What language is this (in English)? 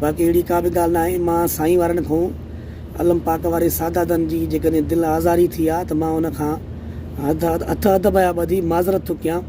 Sindhi